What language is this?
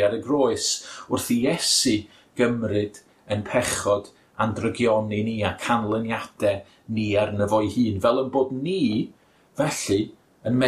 Welsh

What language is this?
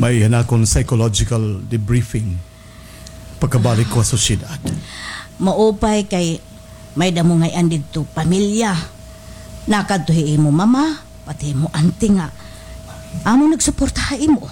Waray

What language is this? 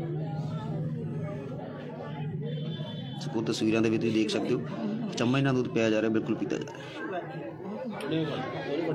Punjabi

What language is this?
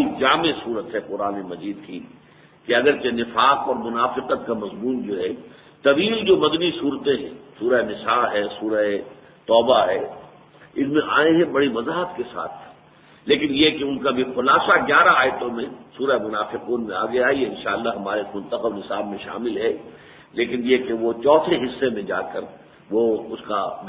Urdu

